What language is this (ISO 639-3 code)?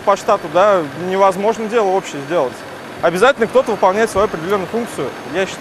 rus